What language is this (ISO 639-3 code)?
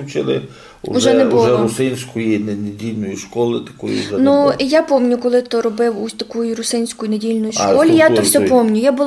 rue